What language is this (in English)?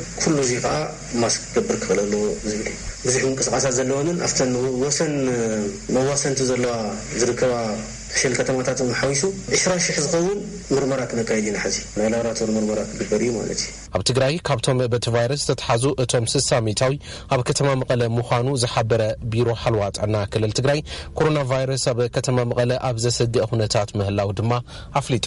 Tigrinya